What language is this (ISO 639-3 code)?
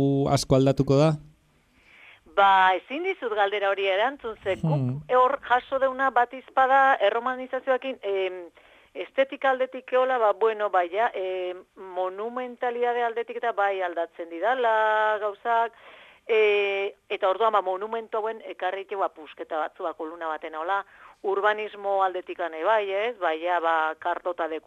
eus